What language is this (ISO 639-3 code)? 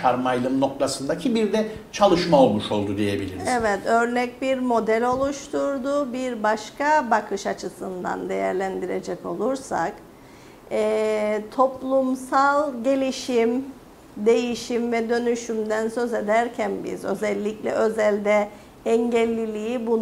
tur